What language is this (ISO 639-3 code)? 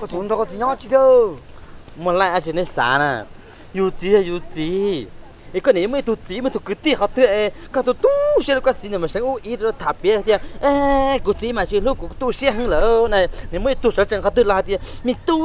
hmn